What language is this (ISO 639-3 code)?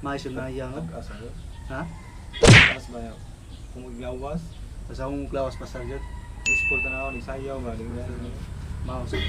ceb